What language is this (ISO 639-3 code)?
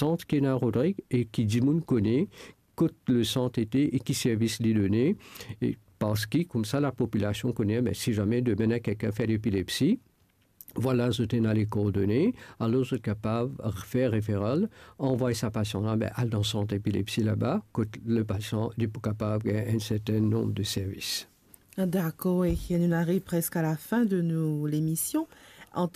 mfe